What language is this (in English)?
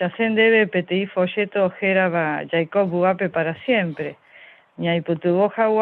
Guarani